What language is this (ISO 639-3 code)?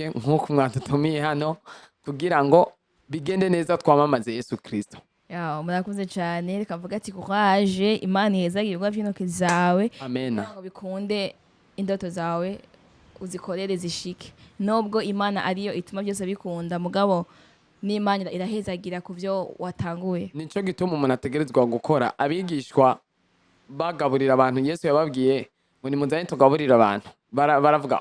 run